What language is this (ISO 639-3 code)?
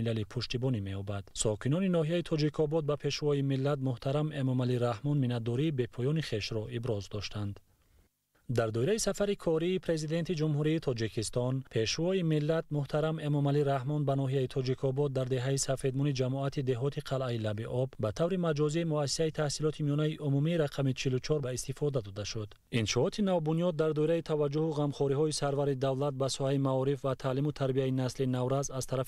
tgk